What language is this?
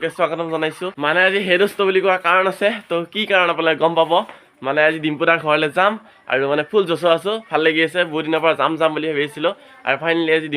Assamese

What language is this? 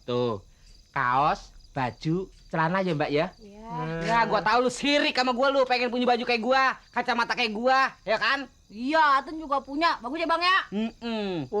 Betawi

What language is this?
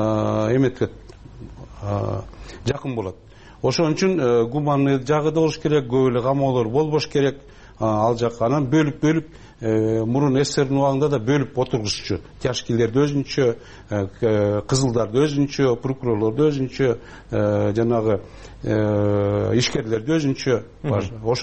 Kyrgyz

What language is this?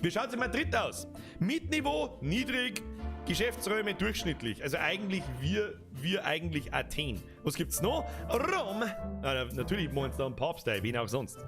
Bavarian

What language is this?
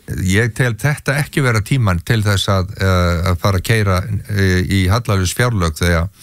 Icelandic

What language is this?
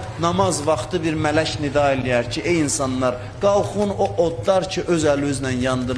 Azerbaijani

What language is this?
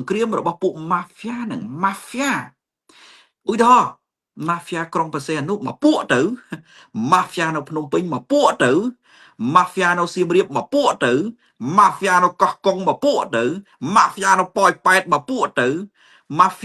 Khmer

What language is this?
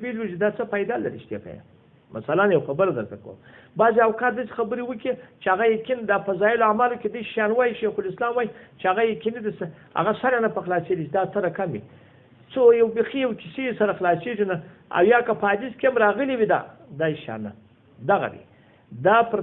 Pashto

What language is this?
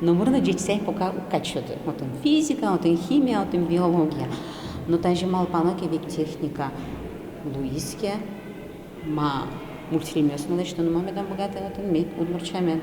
Udmurt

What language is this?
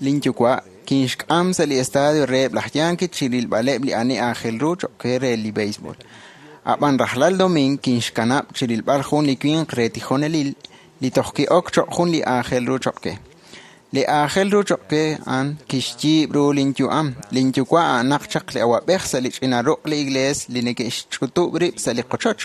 Kekchí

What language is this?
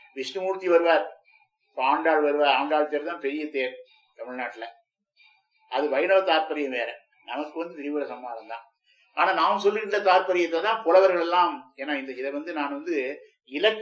Tamil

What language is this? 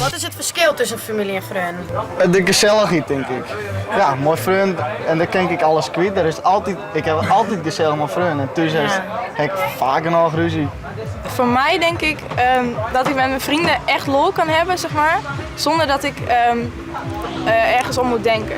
Western Frisian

